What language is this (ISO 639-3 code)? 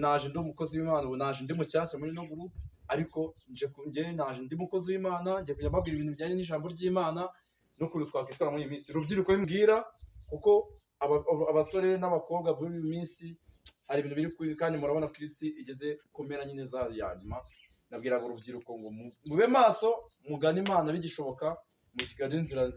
kin